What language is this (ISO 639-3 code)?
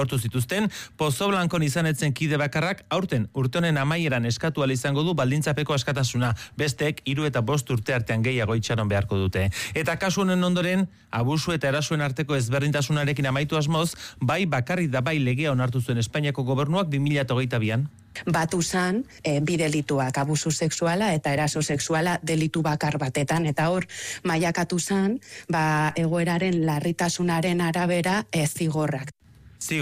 eus